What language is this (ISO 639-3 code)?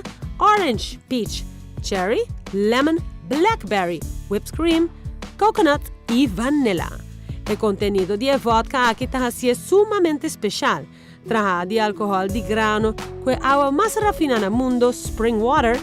pap